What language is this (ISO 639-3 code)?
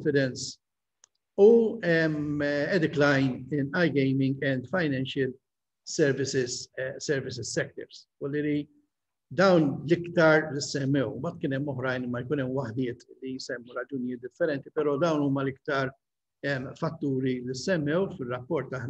mlt